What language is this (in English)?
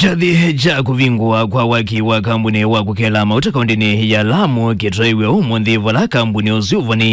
Kamba